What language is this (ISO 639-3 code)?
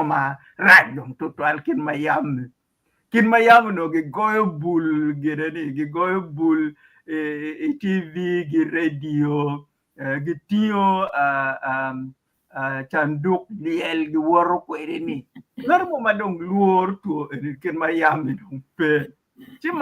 ach